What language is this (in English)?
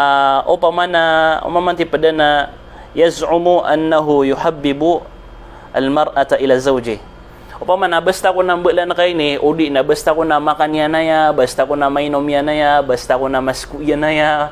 Maranao